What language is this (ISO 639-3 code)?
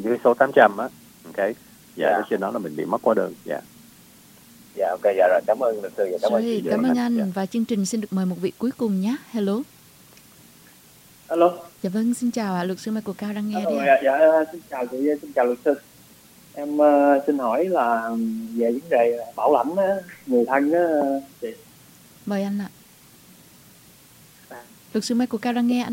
vie